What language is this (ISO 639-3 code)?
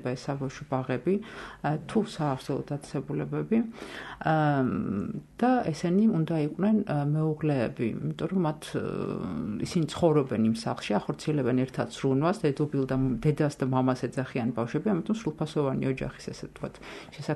kat